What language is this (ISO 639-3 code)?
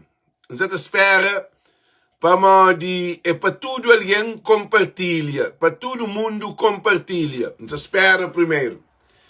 kea